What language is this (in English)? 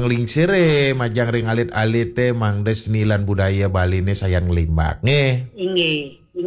Balinese